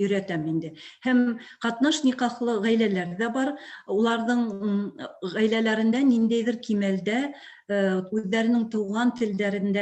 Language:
Bashkir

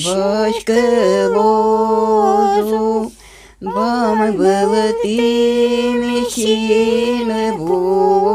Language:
Udmurt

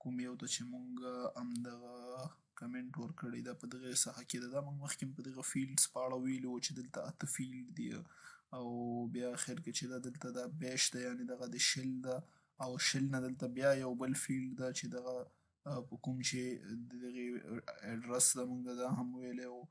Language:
Pashto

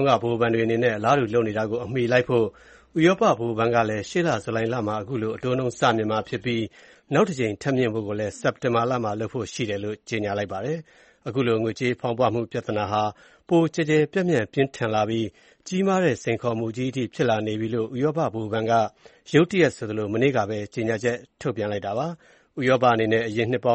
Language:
Burmese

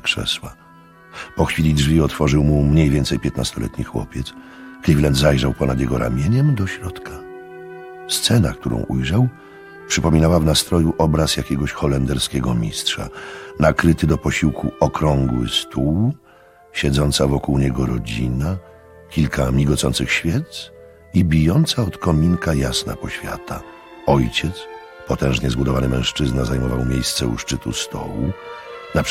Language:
Polish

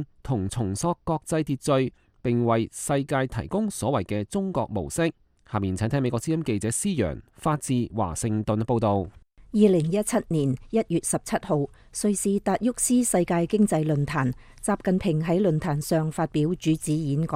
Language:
Cantonese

